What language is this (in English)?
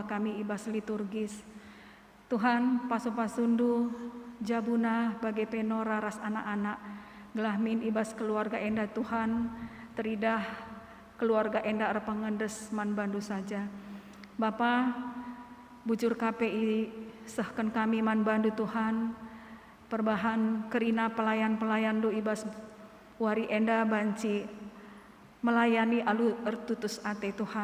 Batak Karo